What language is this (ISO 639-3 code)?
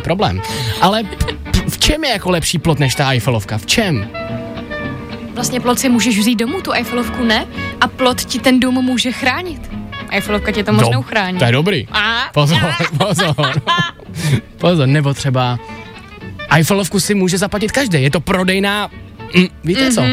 ces